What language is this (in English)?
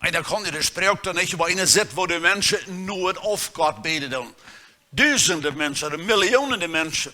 Plautdietsch